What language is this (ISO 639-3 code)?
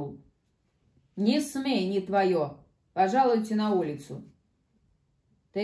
rus